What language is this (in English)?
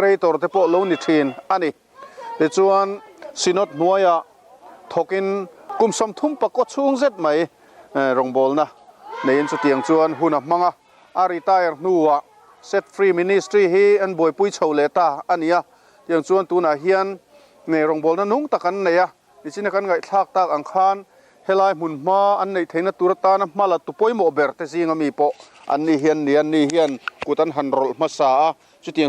Mizo